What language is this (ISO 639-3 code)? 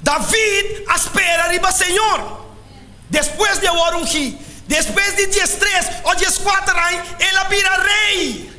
pap